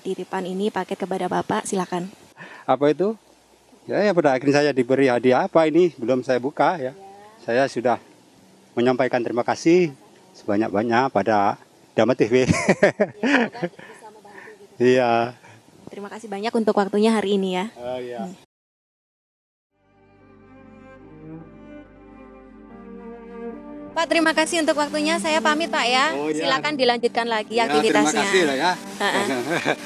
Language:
Indonesian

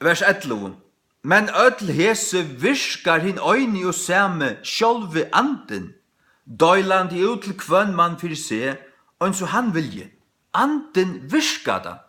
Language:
Faroese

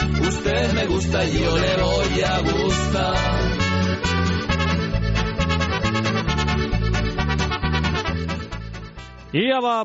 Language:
Basque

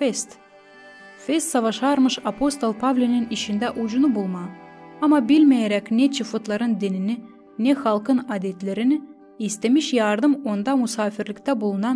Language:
Gagauz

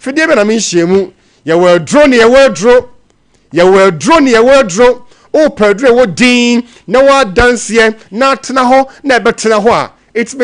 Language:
Akan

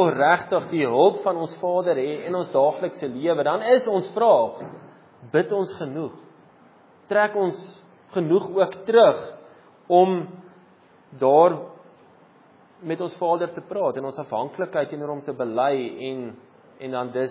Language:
Afrikaans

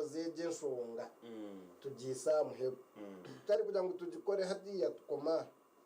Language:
Nyankole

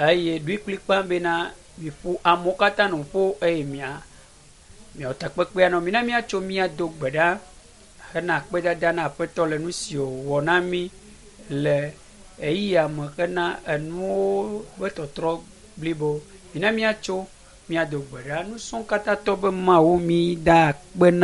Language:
Ewe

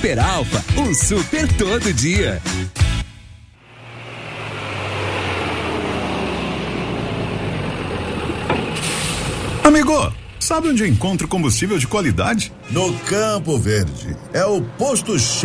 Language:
Portuguese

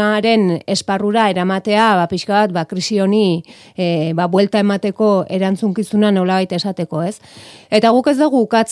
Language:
Basque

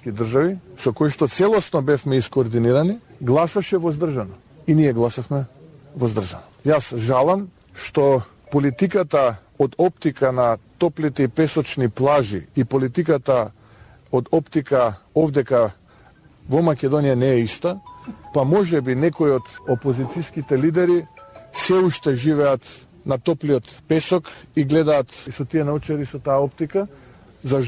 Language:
Macedonian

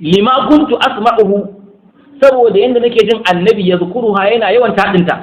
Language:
Hausa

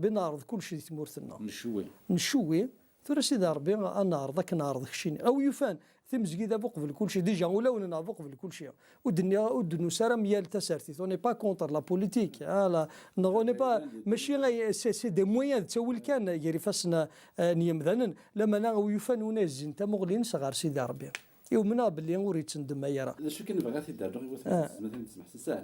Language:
Kabyle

